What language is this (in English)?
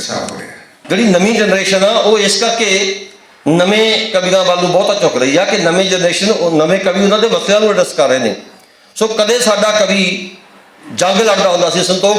Western Panjabi